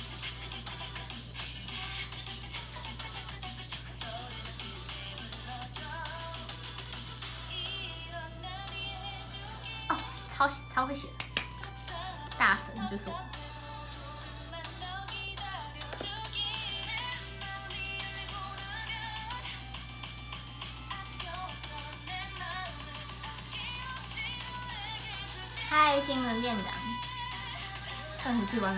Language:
Chinese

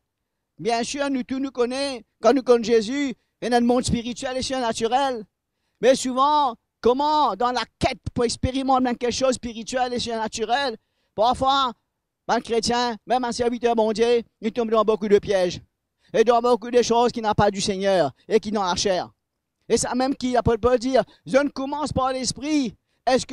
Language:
Morisyen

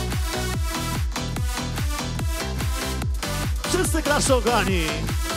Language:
Polish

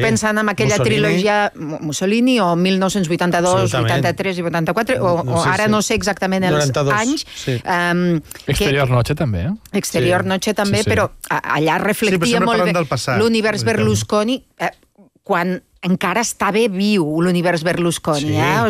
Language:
Catalan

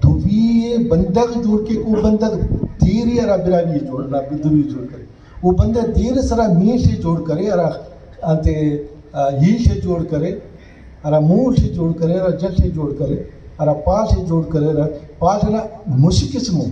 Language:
Brahui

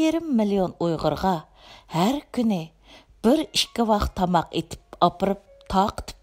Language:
Uyghur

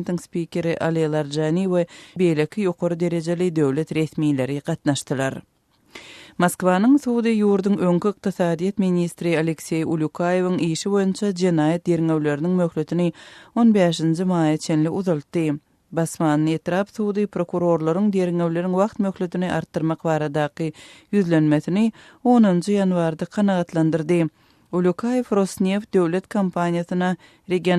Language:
Turkmen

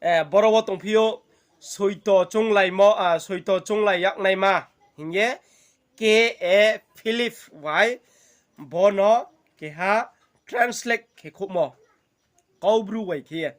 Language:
Riang (India)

